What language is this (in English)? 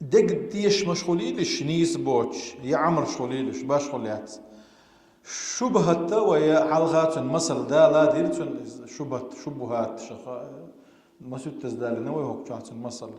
Chechen